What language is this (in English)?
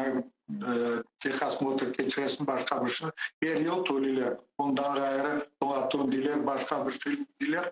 Crimean Tatar